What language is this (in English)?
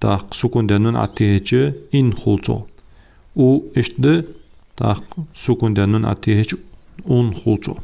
Ingush